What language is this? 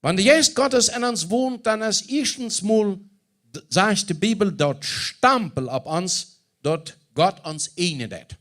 Plautdietsch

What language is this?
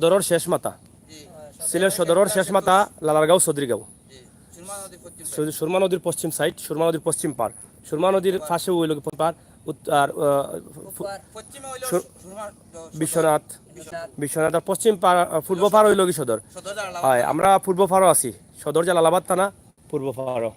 Sylheti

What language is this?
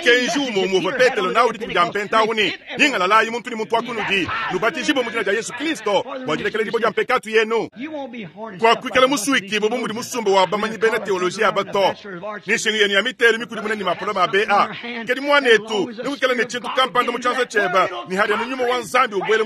Luba-Lulua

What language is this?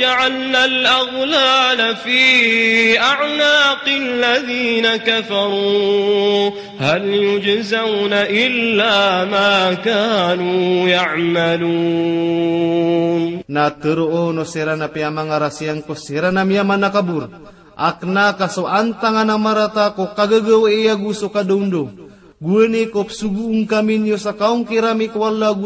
Maranao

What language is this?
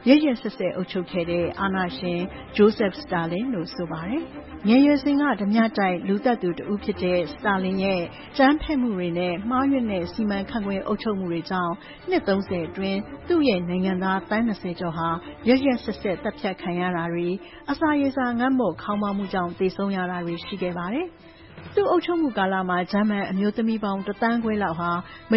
Burmese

